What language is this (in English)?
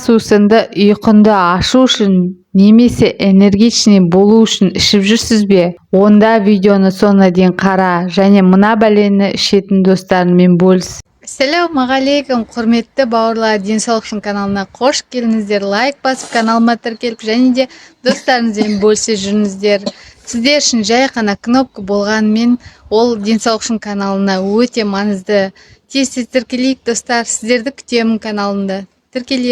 Kazakh